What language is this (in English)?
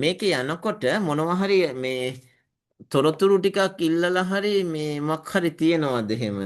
Sinhala